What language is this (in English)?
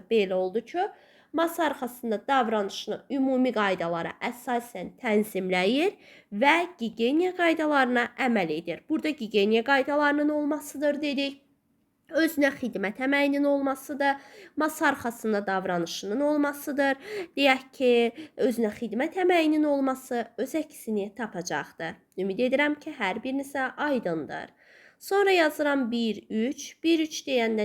Azerbaijani